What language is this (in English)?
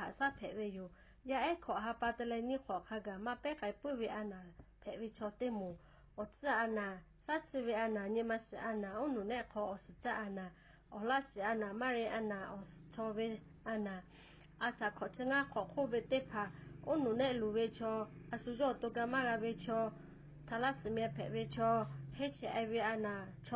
Lahu